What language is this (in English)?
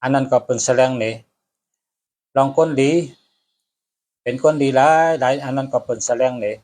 Shan